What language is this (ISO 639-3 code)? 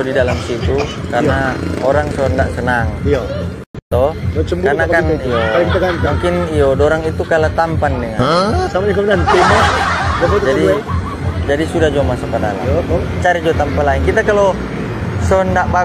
xmm